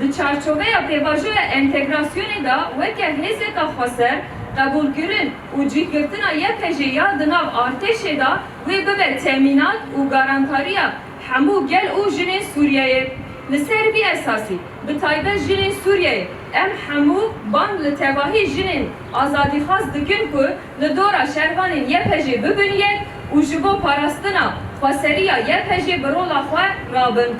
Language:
Kurdish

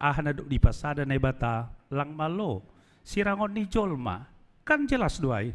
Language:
Batak Simalungun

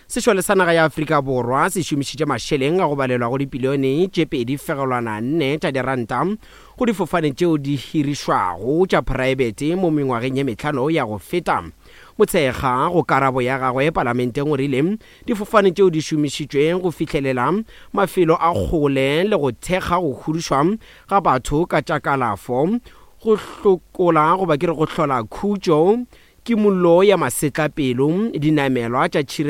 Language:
Northern Sotho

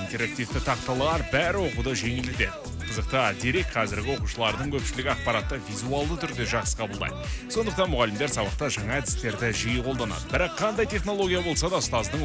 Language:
Kazakh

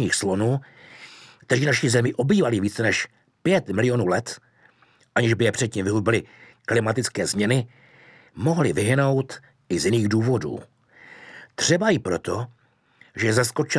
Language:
Czech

